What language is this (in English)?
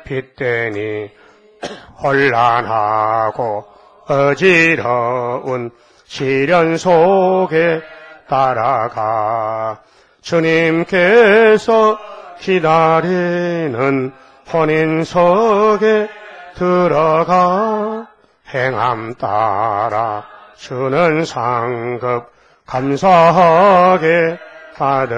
Korean